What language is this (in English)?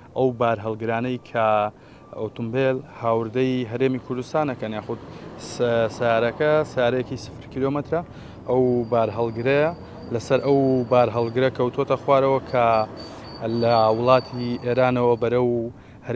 Central Kurdish